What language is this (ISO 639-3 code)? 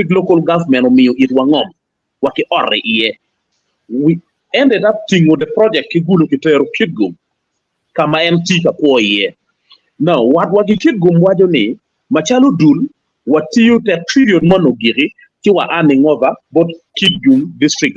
ach